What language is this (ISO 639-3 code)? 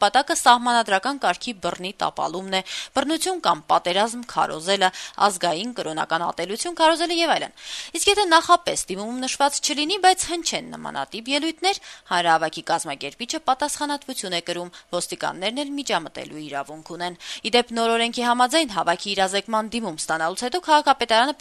hye